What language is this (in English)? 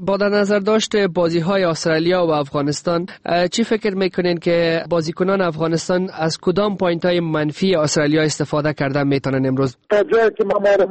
Persian